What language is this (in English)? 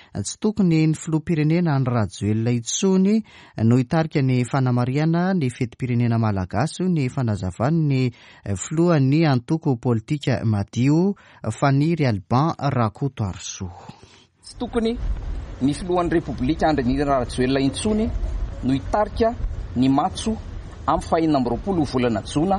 Malagasy